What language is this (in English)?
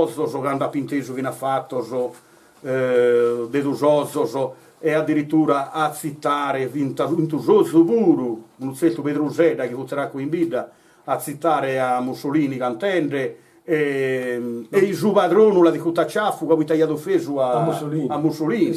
Sardinian